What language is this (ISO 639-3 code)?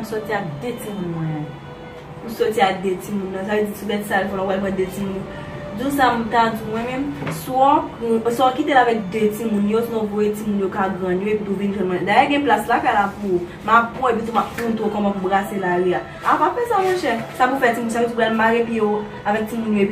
hat